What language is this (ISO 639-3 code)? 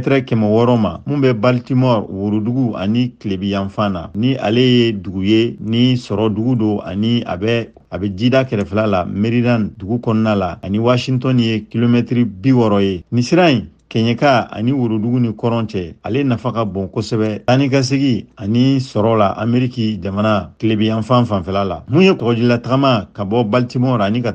bam